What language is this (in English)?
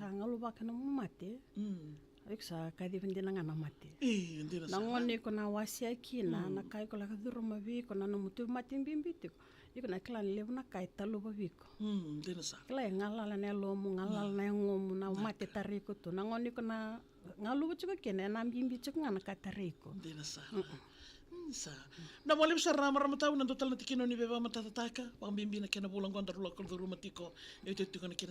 Fijian